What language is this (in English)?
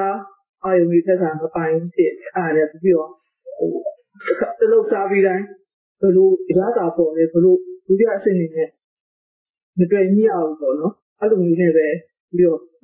Burmese